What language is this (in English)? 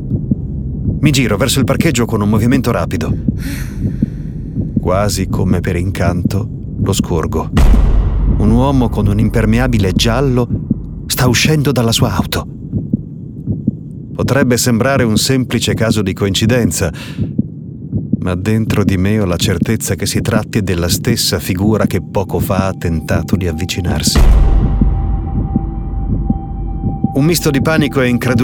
Italian